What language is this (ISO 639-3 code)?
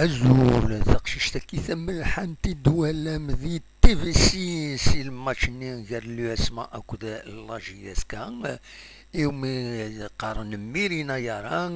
kab